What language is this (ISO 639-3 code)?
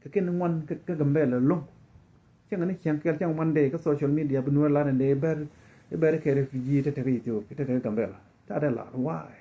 nus